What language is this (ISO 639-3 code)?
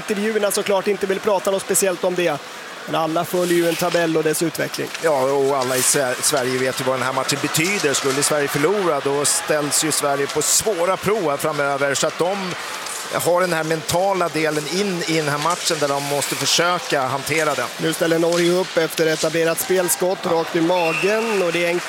swe